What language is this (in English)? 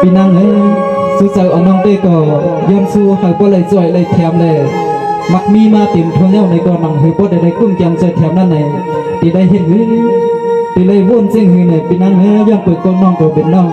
Shan